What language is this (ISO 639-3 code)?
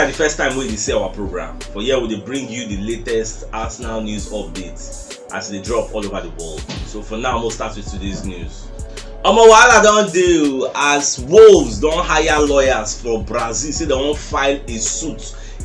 pcm